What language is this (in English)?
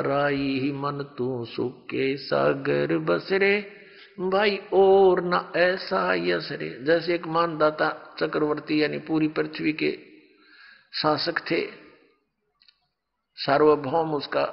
Hindi